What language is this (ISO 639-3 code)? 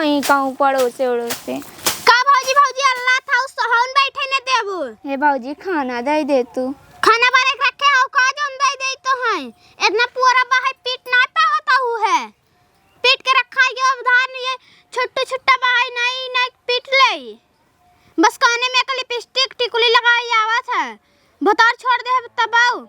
awa